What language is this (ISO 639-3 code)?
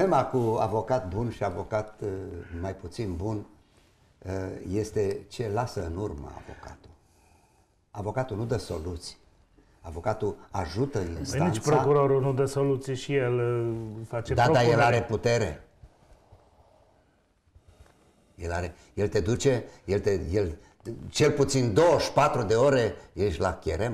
ron